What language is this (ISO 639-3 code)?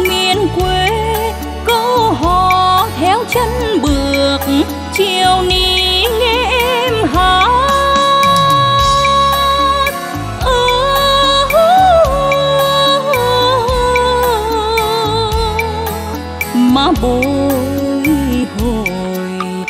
vie